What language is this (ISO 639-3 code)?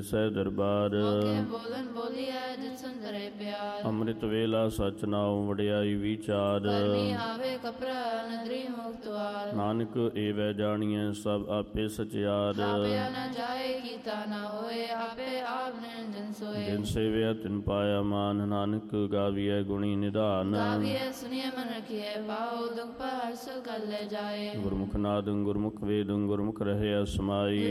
pan